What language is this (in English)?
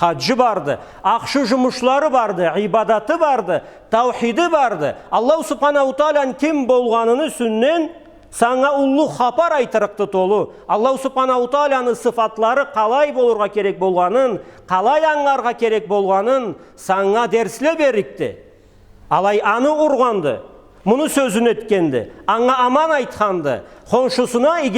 Karachay-Balkar